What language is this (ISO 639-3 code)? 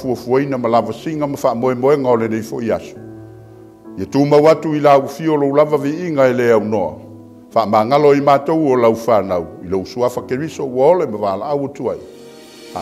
smo